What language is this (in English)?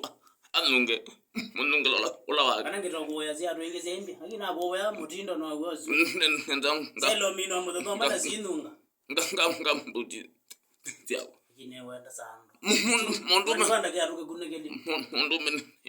Kamba